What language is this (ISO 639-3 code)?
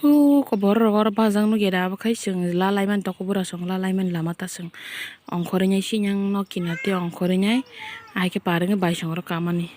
trp